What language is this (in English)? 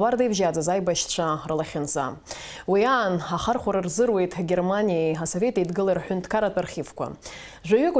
Abkhazian